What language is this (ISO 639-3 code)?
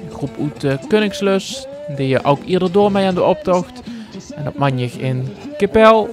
lim